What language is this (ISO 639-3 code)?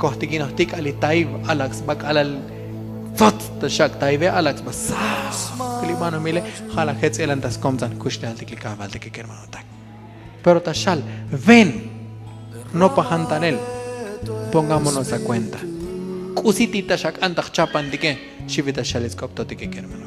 tzo